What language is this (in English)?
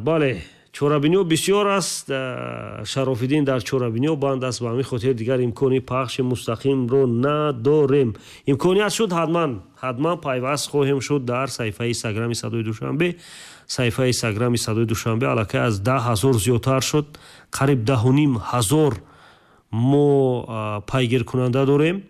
Tajik